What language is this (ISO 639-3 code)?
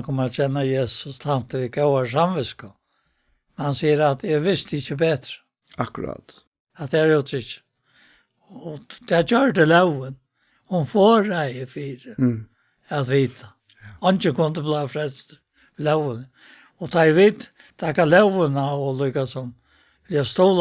fao